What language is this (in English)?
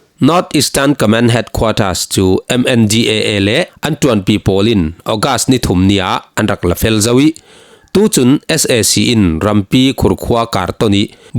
Falam Chin